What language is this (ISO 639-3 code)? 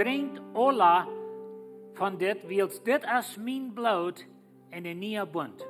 pdt